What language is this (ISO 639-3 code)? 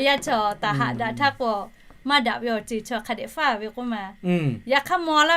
lhu